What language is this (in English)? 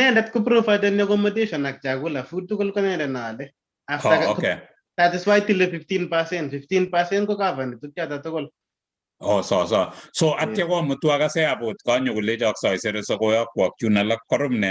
Kalenjin